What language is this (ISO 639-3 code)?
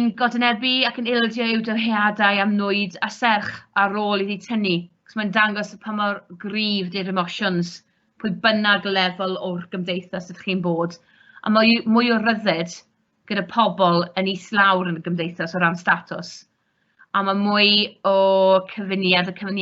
cym